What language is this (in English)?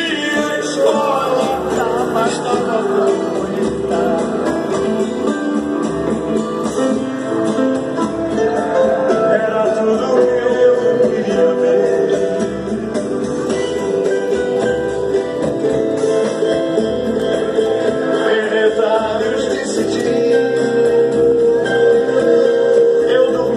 Portuguese